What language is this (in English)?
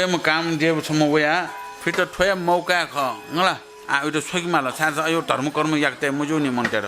Newari